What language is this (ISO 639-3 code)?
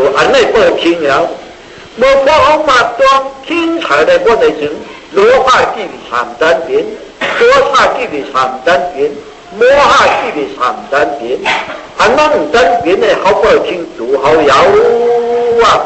shn